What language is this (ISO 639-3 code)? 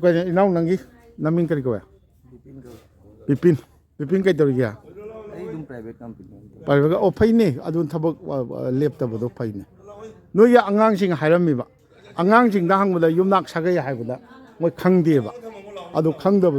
mni